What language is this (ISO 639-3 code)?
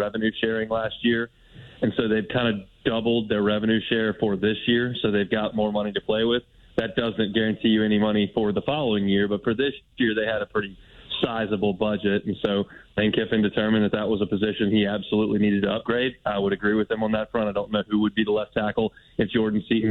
eng